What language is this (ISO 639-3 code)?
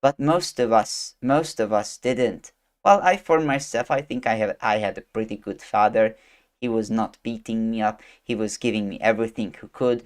eng